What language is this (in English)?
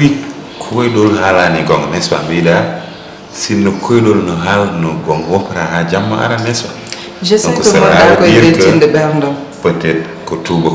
Fula